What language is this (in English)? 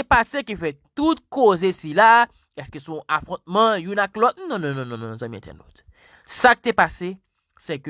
Haitian Creole